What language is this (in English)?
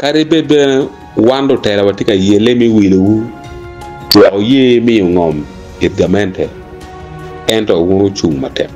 Acoli